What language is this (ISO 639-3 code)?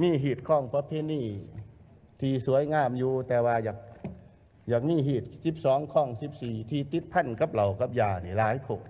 lao